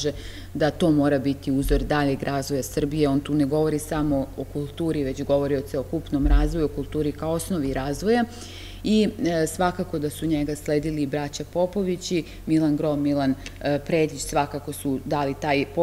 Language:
Serbian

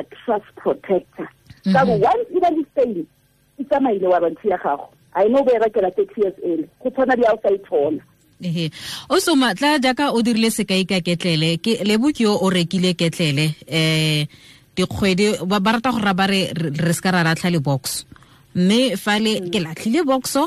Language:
Tswana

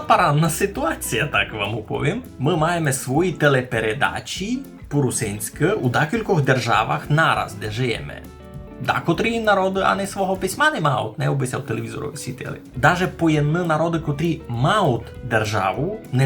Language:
Rusyn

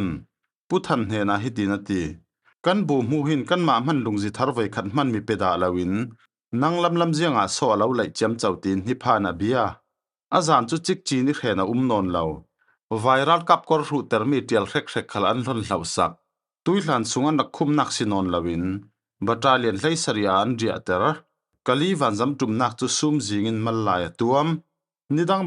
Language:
Falam Chin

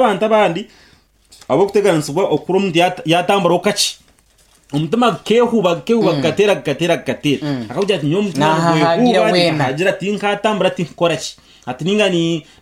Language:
Nyankole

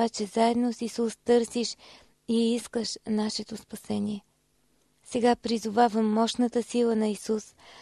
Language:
Bulgarian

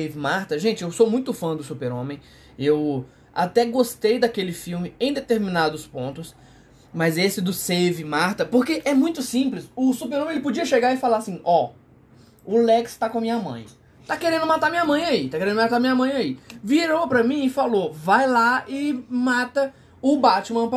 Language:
Portuguese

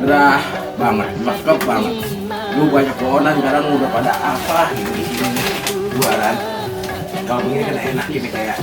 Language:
Betawi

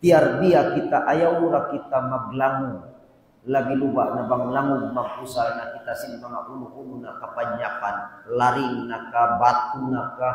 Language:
Tausug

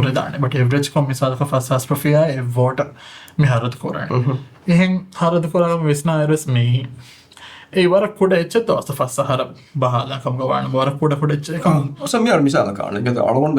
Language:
Divehi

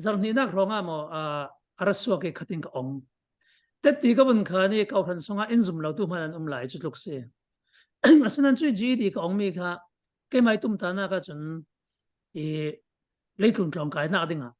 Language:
Falam Chin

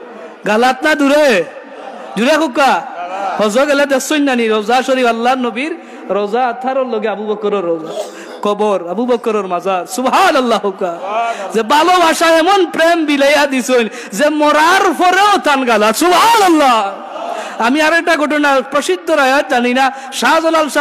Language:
Sylheti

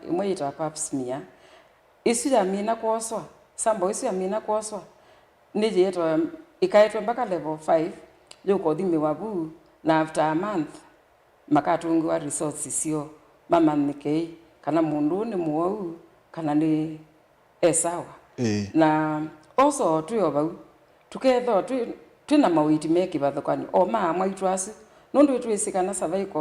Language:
Kamba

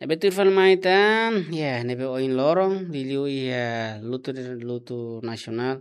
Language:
Tetum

